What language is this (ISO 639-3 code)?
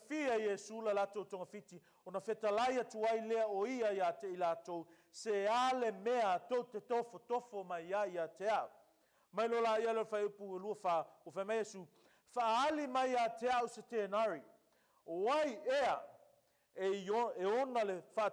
smo